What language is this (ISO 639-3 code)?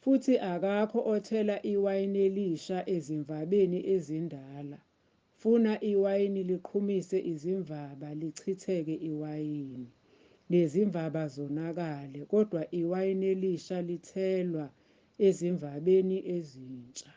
zul